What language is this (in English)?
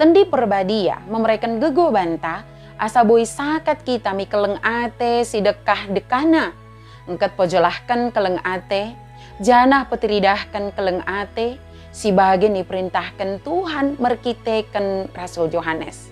Batak Dairi